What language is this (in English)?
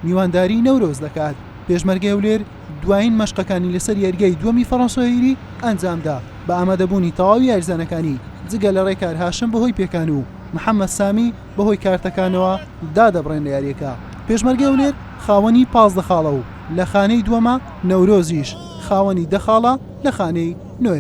Central Kurdish